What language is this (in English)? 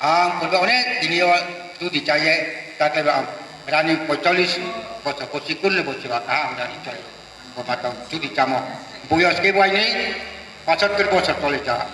Riang (India)